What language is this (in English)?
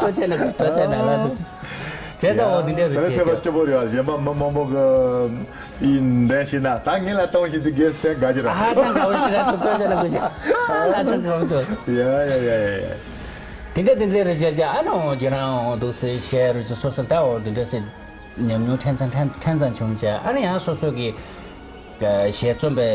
Tibetan